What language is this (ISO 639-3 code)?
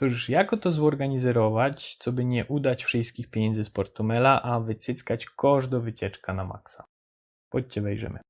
szl